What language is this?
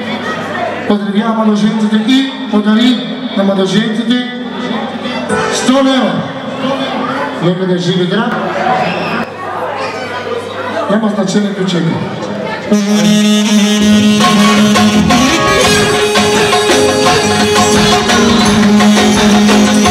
Bulgarian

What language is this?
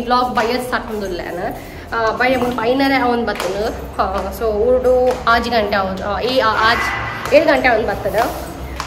Tulu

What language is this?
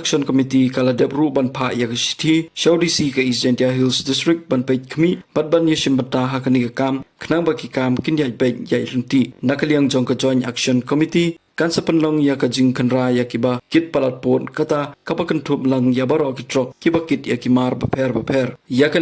Khasi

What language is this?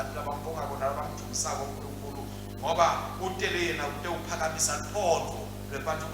Swati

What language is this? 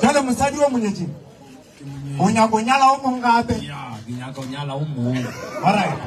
Northern Sotho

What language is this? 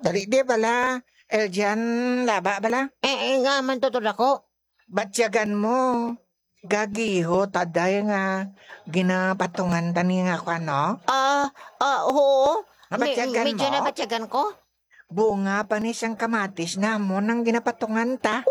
Hiligaynon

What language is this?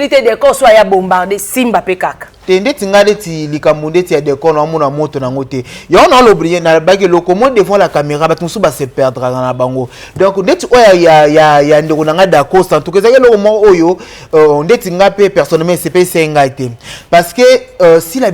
Lingala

